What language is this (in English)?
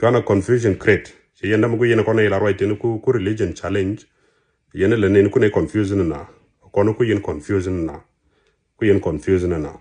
Nuer